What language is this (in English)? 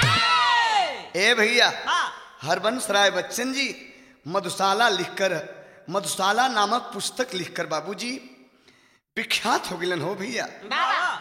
Bhojpuri